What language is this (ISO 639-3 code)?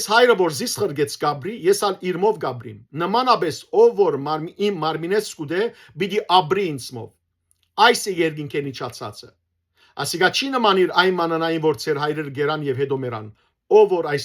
hyw